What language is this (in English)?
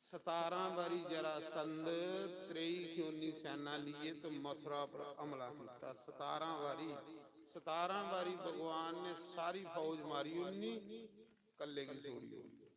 Dogri